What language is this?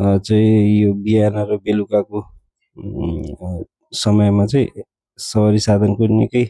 Nepali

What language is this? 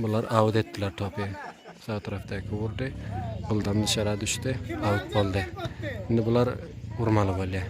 Turkmen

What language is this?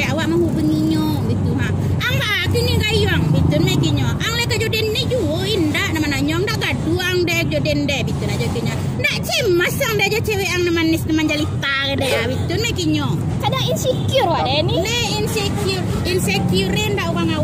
Minangkabau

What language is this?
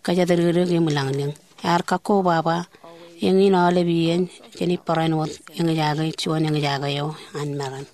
Marshallese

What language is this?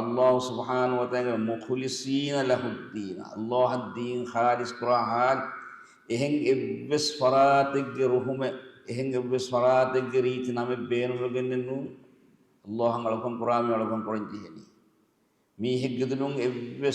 Divehi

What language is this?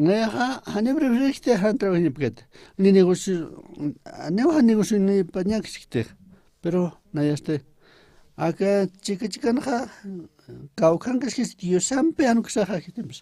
Aymara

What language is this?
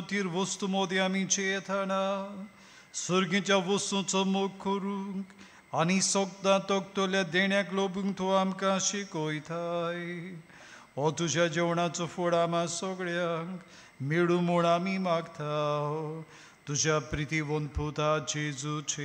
Konkani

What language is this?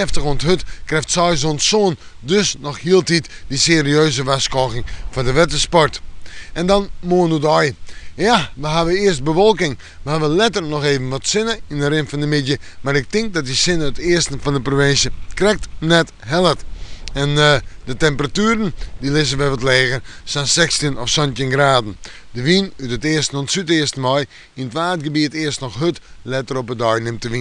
Western Frisian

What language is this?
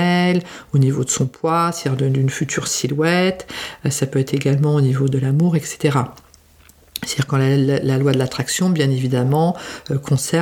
French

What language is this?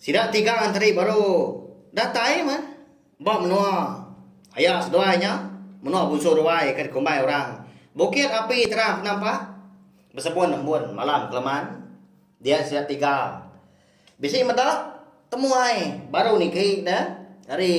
Iban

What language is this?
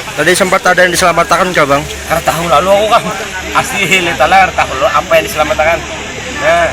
Banjar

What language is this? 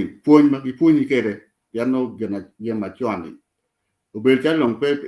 Acoli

